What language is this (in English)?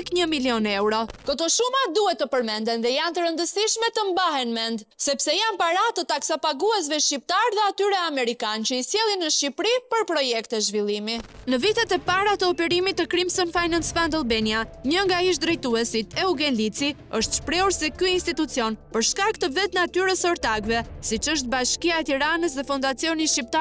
Albanian